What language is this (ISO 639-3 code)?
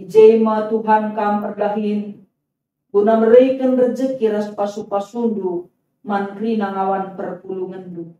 btx